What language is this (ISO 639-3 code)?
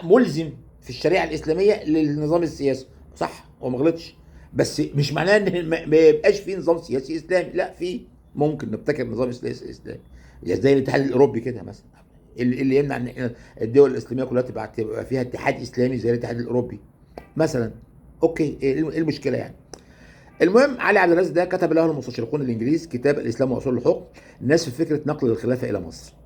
arz